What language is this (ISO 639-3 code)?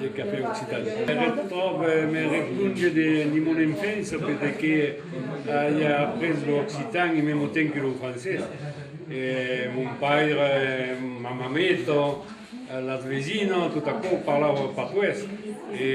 oci